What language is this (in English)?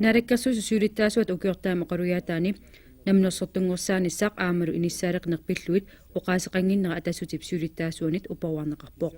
Kalaallisut